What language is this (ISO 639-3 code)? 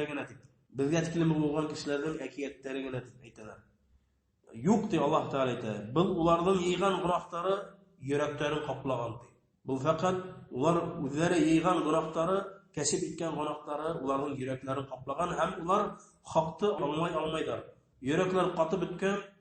bak